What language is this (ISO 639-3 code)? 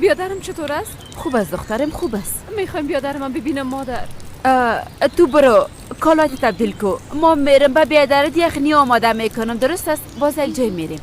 fas